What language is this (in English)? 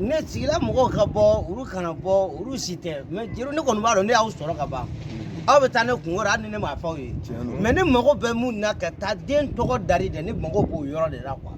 Bambara